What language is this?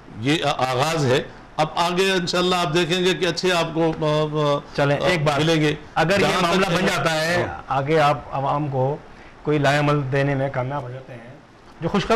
Urdu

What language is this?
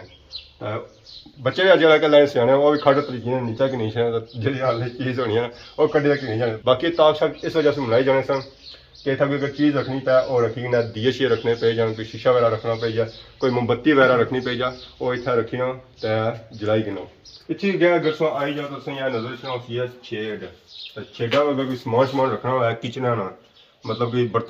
Pahari-Potwari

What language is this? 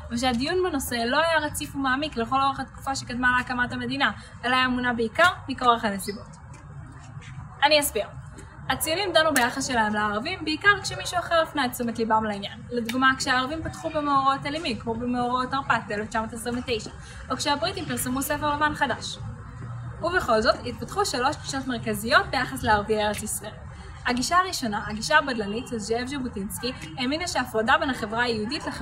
Hebrew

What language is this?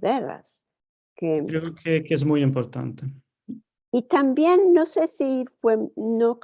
Ladino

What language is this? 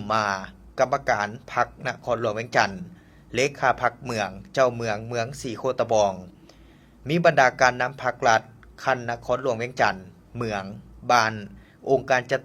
Lao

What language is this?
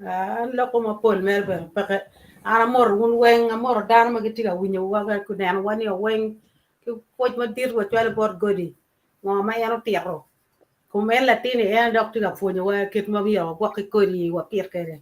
Acoli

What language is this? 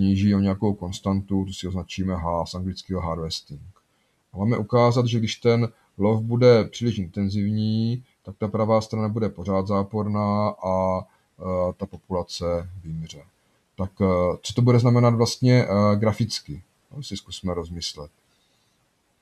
Czech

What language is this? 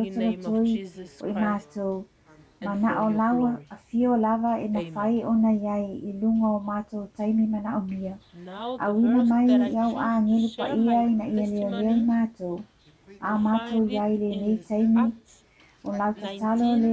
Samoan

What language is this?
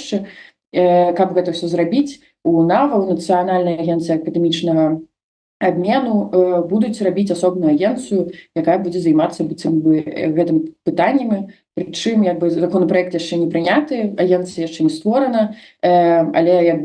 Belarusian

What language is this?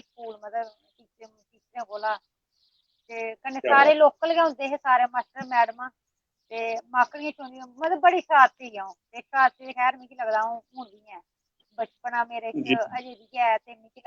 Dogri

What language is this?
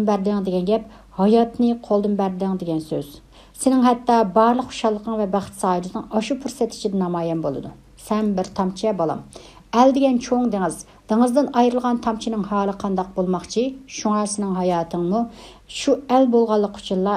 Uyghur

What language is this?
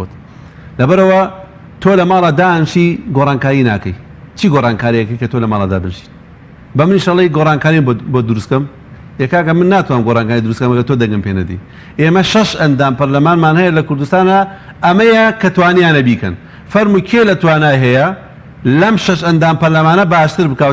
Central Kurdish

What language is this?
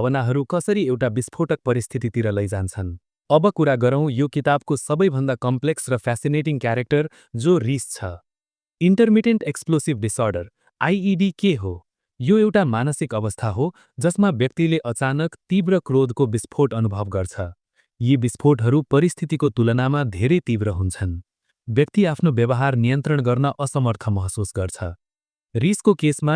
Nepali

